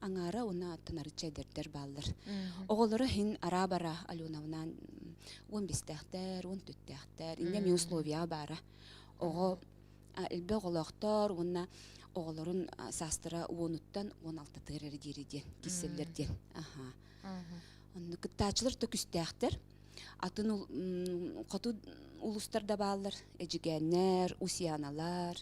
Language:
Yakut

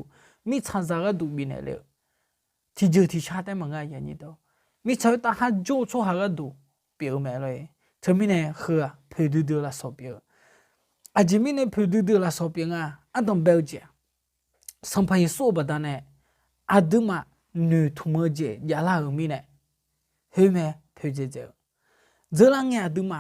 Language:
Akha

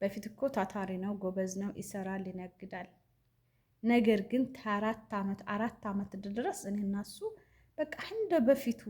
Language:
Amharic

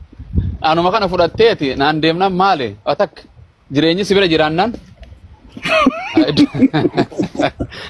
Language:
Oromo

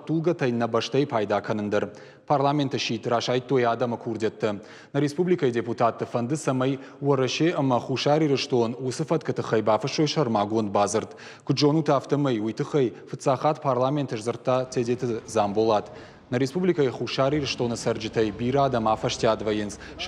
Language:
Ossetic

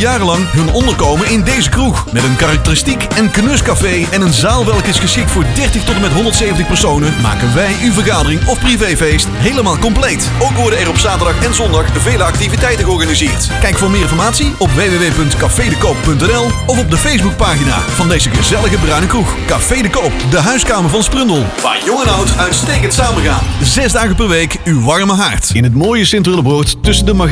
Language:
Dutch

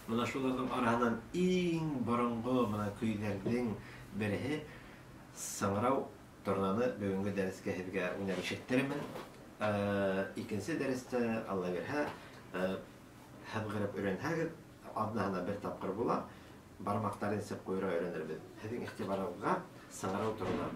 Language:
Bashkir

